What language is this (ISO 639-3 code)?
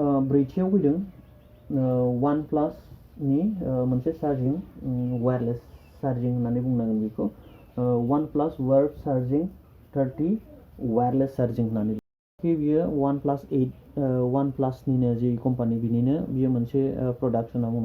brx